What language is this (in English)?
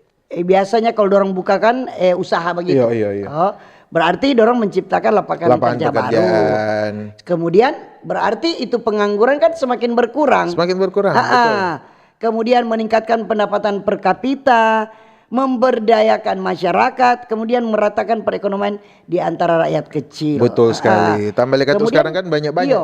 Manado Malay